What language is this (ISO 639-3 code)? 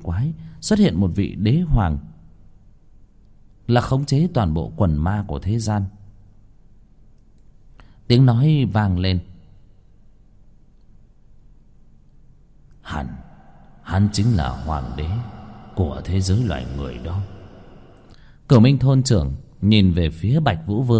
vie